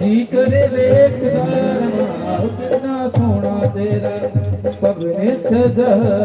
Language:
Dogri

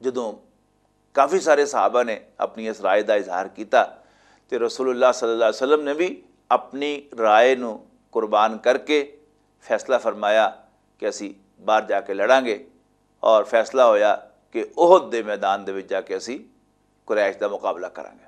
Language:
Western Panjabi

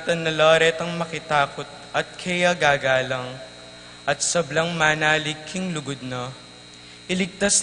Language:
Pampanga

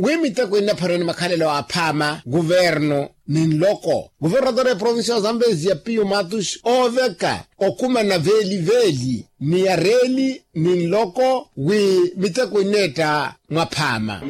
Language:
Makhuwa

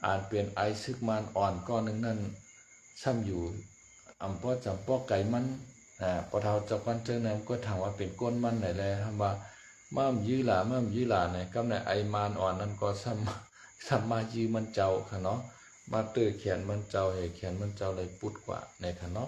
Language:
Shan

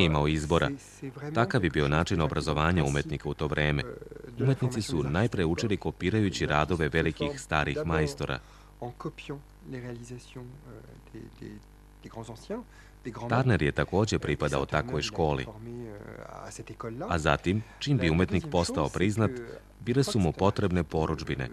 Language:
Serbian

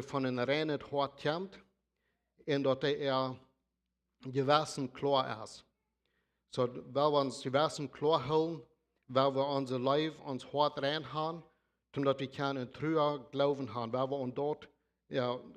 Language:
Plautdietsch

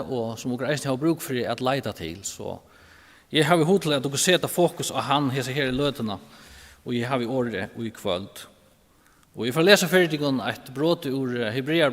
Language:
Faroese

